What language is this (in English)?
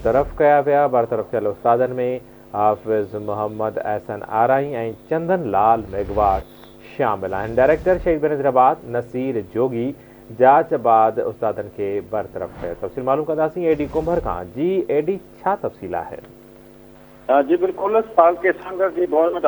Sindhi